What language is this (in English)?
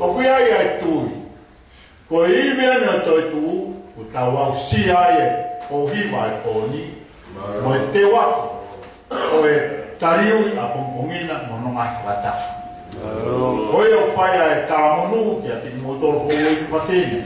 Tongan